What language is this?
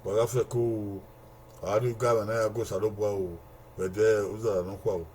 Bini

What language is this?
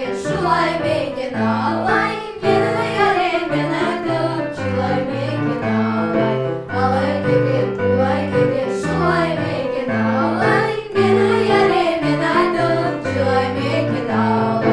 Crimean Tatar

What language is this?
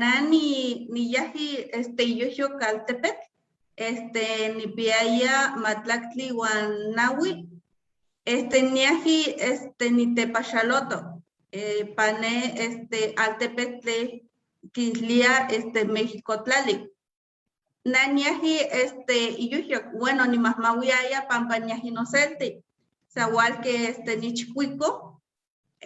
Eastern Huasteca Nahuatl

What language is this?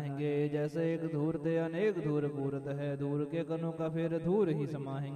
Hindi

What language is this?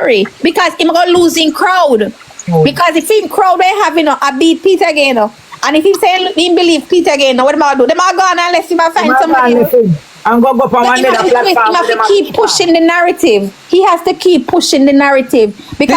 Jamaican Creole English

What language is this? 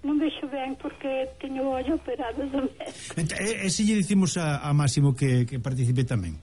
Galician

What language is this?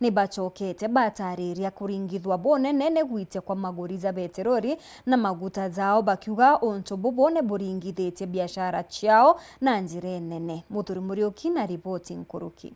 Meru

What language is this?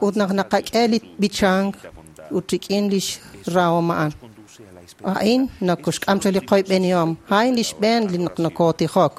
Kekchí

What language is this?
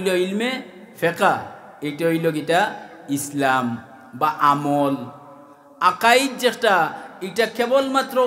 Sylheti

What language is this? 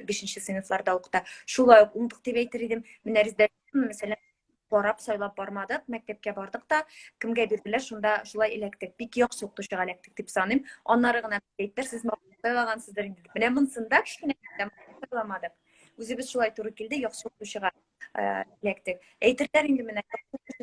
Tatar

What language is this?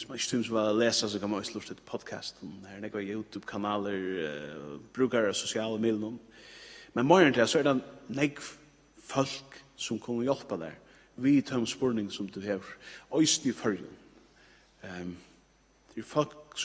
Faroese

